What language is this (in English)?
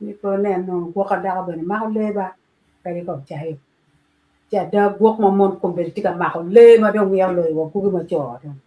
Acoli